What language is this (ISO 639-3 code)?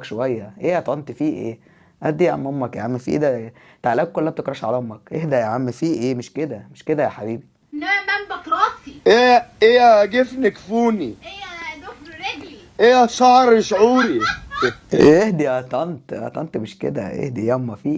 arz